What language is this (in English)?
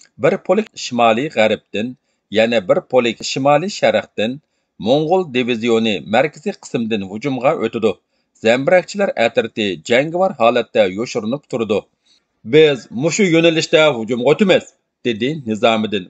Uyghur